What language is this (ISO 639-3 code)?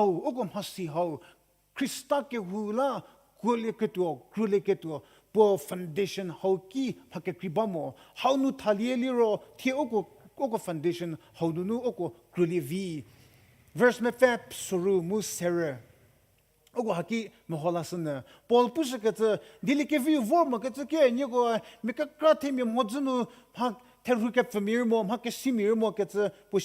njm